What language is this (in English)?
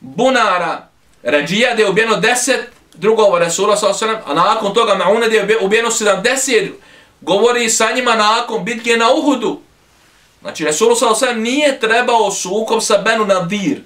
Bosnian